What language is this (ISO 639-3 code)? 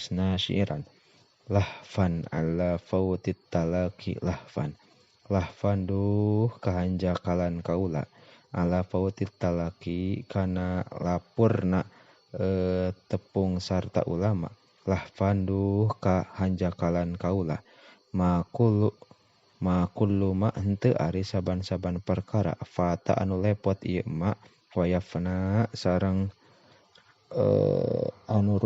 sun